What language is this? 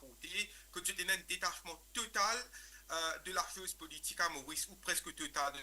Morisyen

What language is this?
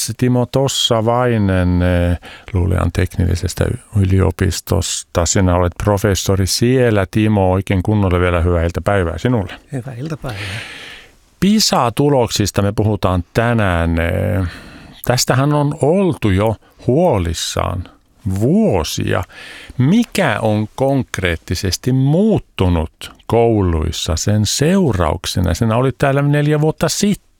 Finnish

